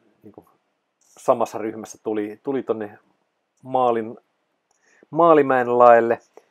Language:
Finnish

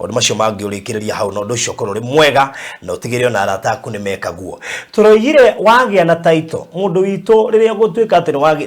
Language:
Kikuyu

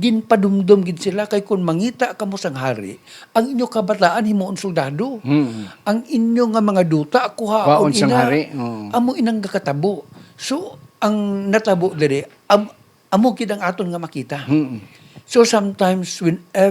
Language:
Hiligaynon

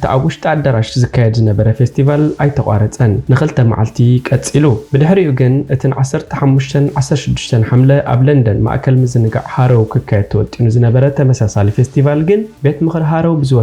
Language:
Tigrinya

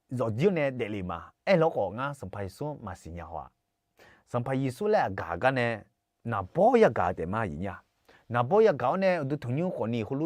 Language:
Akha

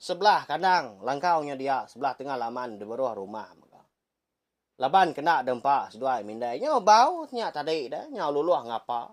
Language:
Iban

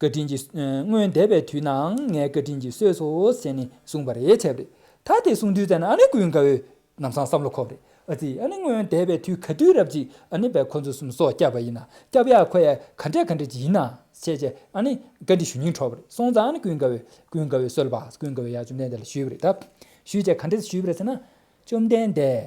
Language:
Tibetan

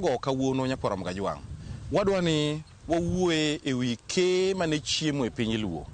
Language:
Luo (Kenya and Tanzania)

